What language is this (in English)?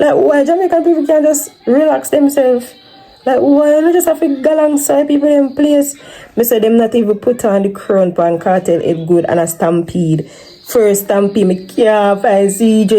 Jamaican Creole English